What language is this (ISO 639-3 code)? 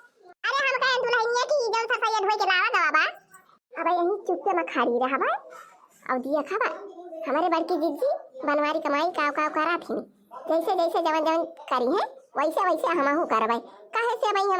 awa